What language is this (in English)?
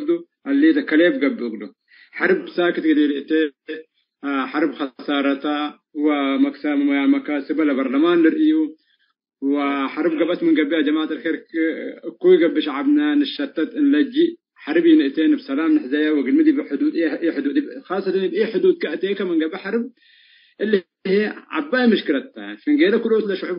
Tigre